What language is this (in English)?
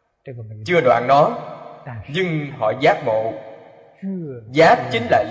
Vietnamese